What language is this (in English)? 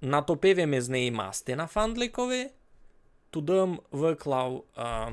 Rusyn